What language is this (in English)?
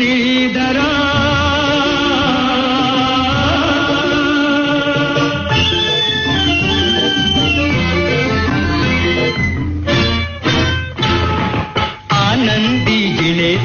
Marathi